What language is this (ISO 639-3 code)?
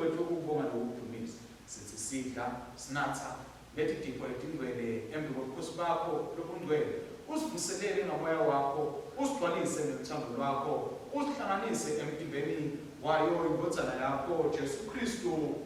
ssw